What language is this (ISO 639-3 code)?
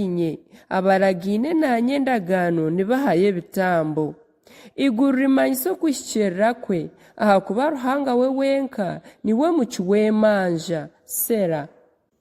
nyn